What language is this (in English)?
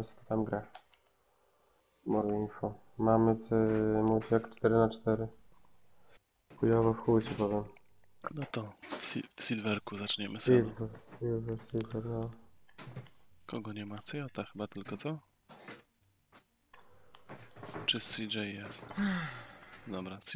Polish